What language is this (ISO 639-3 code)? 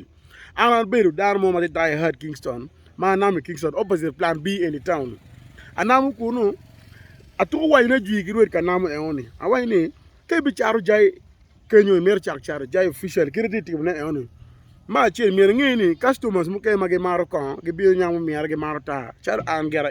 ach